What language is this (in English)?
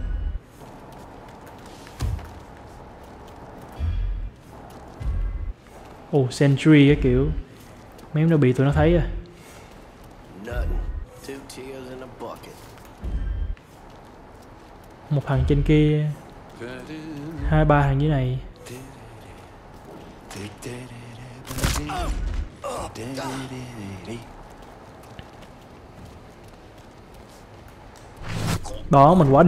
Vietnamese